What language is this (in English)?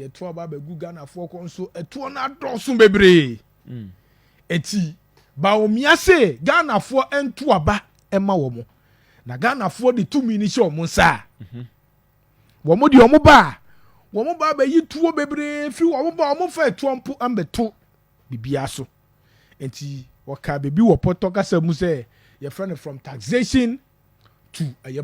Akan